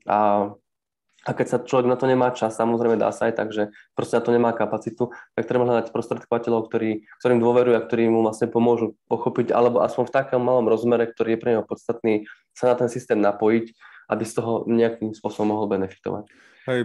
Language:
Slovak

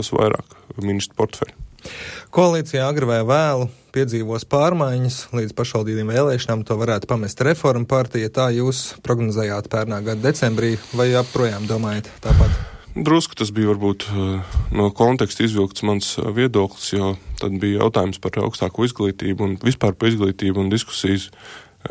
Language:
Latvian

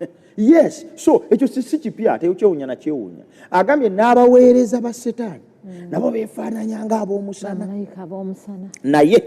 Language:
Ganda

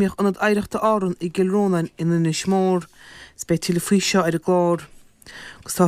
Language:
Irish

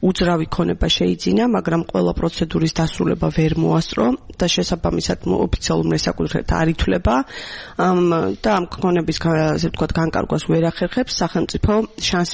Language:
Georgian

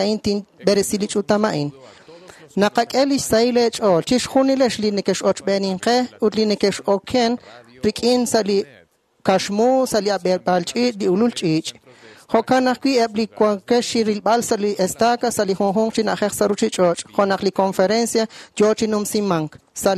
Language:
Kekchí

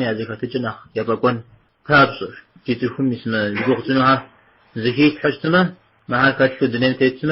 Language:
Kabardian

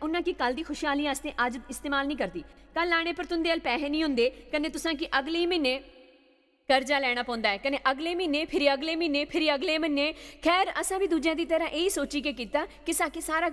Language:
Dogri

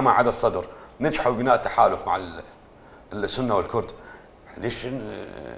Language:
Mesopotamian Arabic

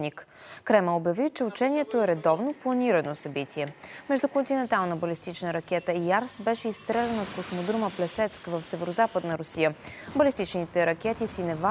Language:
Bulgarian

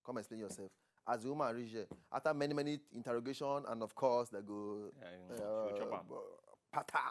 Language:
Nigerian Pidgin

